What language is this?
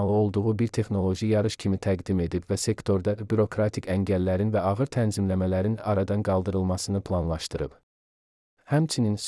Azerbaijani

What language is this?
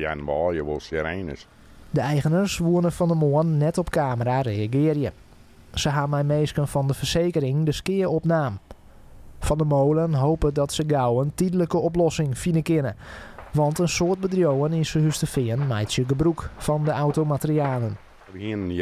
Western Frisian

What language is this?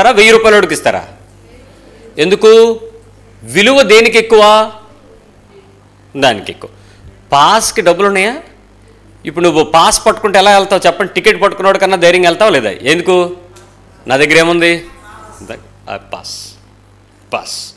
Telugu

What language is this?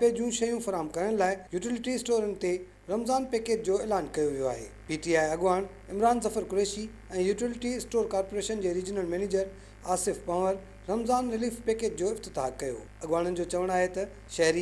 Sindhi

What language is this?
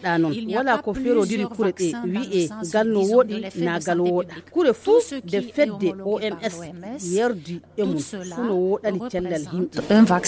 Fula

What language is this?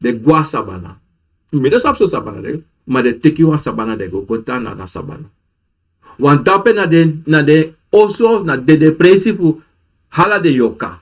Sranan Tongo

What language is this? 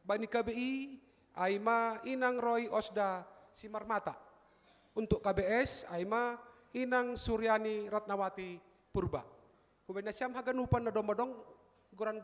Batak Simalungun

